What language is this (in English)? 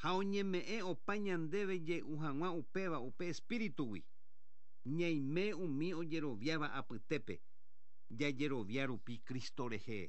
Guarani